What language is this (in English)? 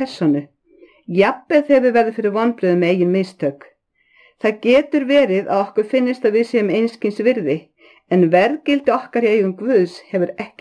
Icelandic